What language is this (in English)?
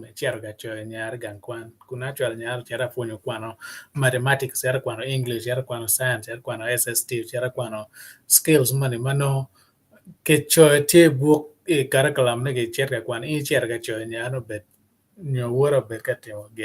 Acoli